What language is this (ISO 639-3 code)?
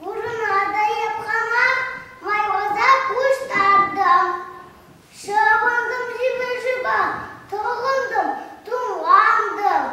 chv